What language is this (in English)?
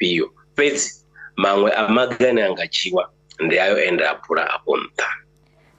Venda